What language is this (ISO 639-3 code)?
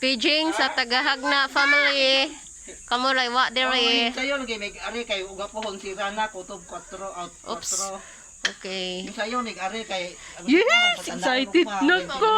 ceb